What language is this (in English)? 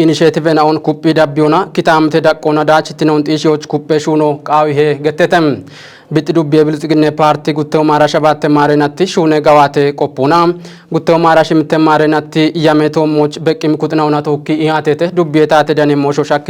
Kafa